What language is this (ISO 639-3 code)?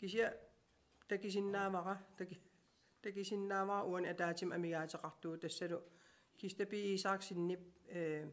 kal